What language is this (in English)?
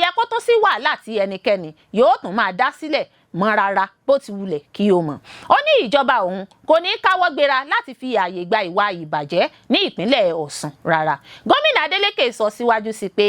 Yoruba